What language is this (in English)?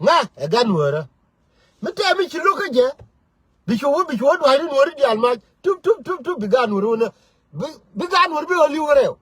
Nuer